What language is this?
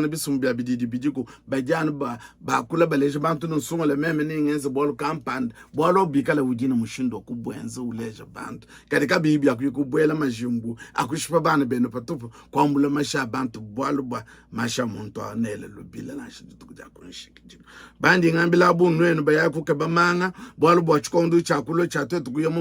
Luba-Lulua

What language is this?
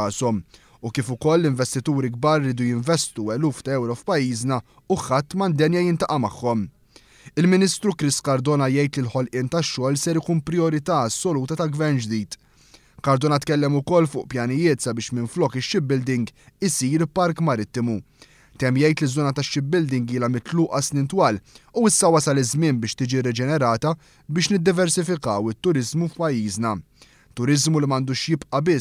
Maltese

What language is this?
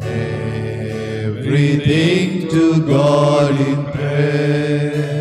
Konkani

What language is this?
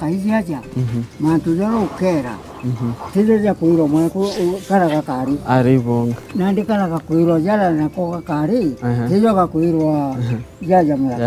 Meru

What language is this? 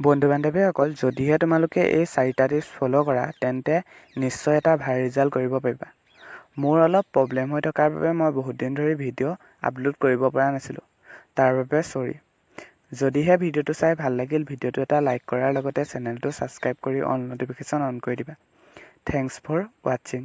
Assamese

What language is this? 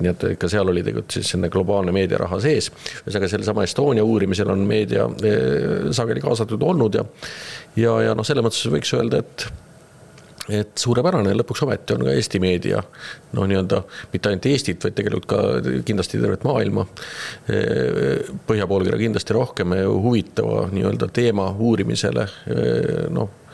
Estonian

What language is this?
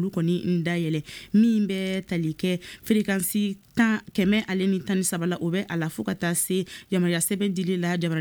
Bambara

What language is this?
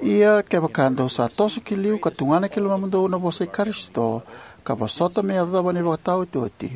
Fijian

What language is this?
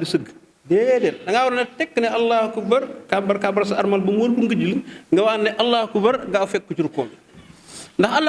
Wolof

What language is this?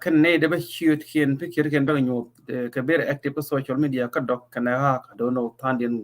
Nuer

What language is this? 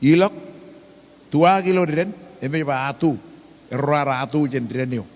Marshallese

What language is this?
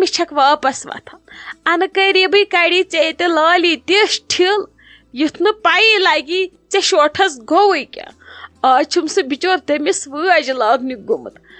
Kashmiri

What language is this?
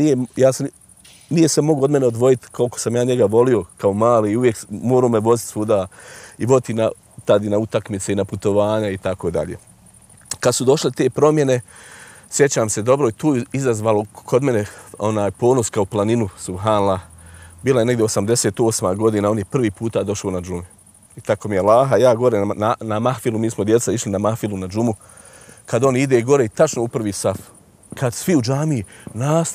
Bosnian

